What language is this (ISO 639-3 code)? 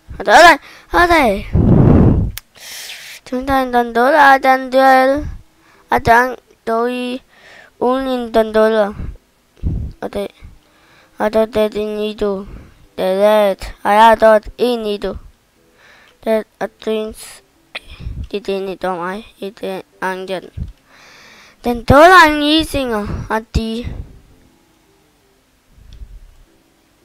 dan